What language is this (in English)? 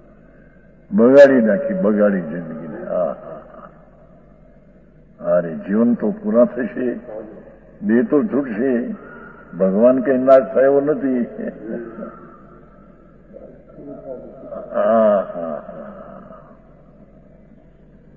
Gujarati